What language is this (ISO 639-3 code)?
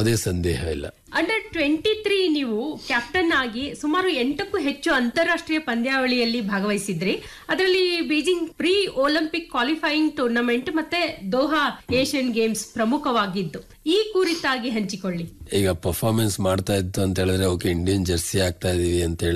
kan